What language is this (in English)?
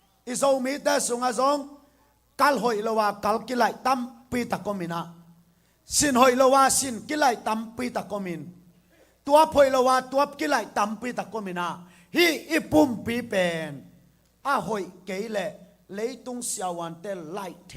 Tedim Chin